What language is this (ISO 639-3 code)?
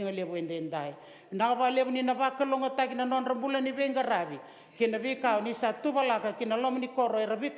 fij